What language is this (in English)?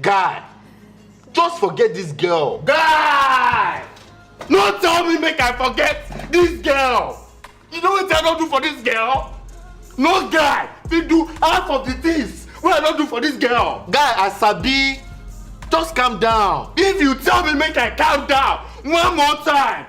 Nigerian Pidgin